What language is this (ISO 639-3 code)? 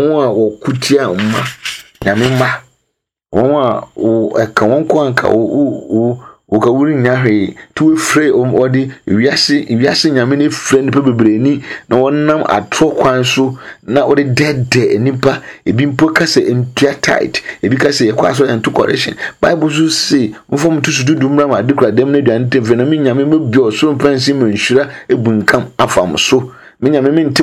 aka